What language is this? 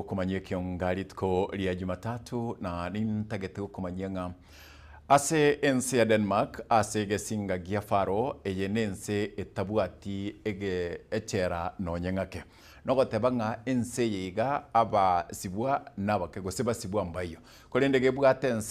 Gusii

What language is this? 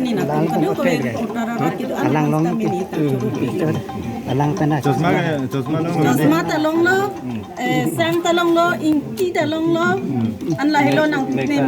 Karbi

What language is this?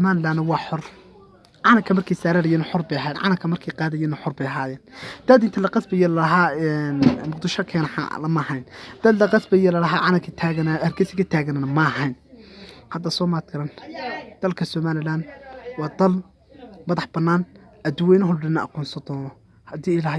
Somali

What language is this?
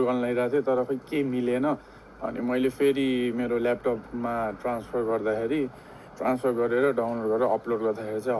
Nepali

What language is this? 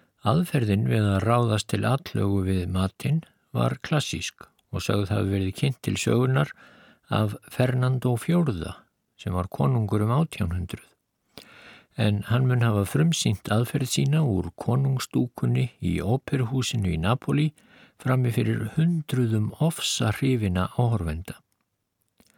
Icelandic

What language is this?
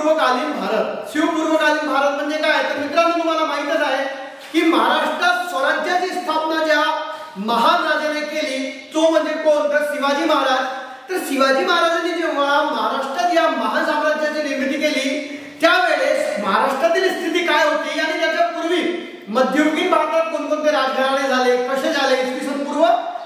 Marathi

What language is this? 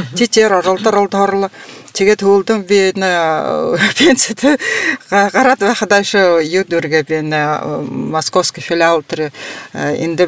Buriat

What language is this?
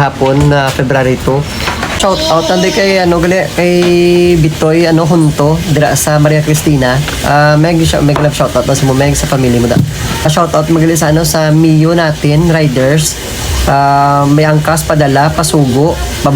Hiligaynon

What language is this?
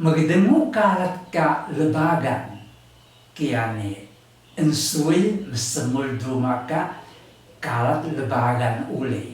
Taroko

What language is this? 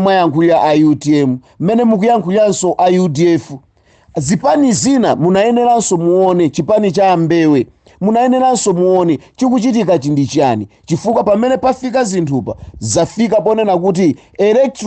Nyanja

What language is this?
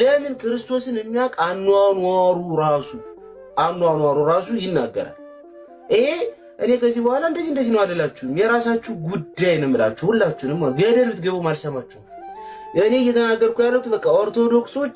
Amharic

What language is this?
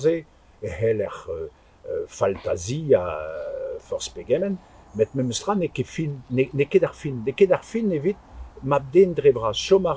Breton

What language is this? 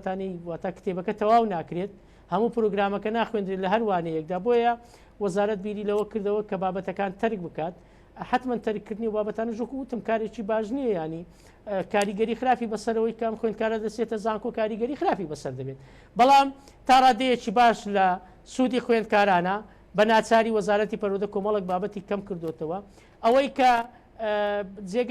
Central Kurdish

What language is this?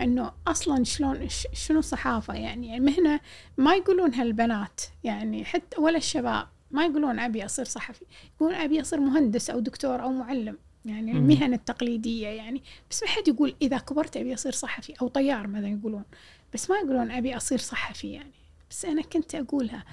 Gulf Arabic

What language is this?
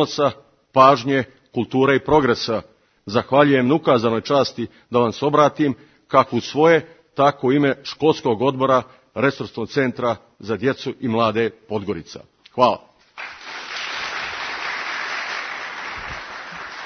Serbian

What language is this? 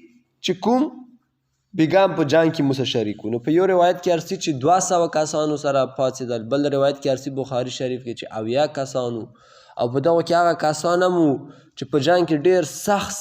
Pashto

